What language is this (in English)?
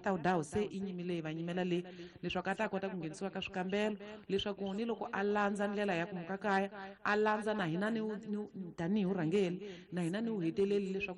Tsonga